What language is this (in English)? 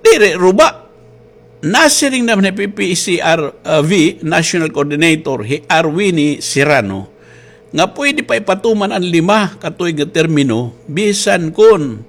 Waray